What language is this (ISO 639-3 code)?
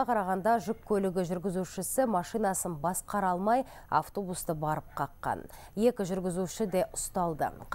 kaz